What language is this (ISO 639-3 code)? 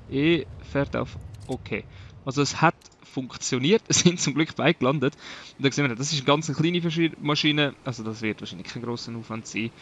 gsw